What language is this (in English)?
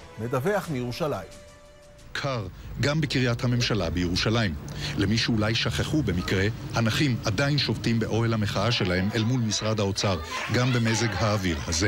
Hebrew